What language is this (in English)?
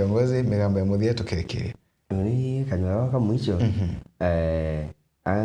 Meru